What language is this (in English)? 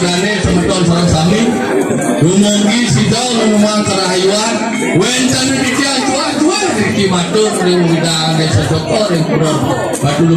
Balinese